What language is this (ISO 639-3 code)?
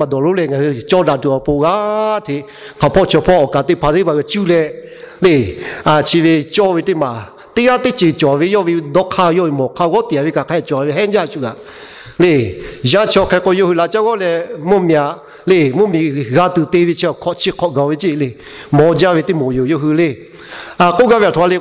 lhu